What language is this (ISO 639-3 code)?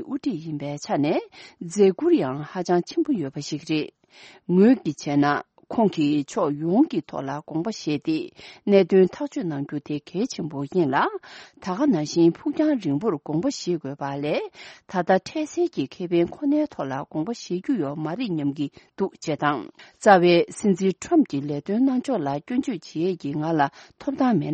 bod